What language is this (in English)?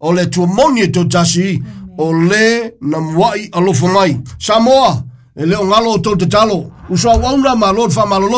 Samoan